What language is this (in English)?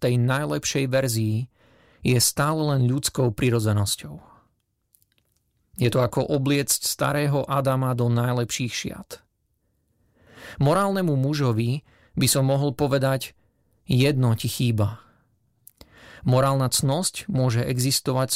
Slovak